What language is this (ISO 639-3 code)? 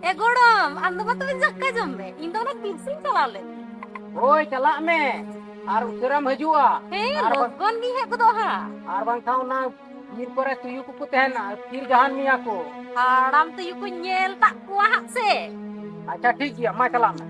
sat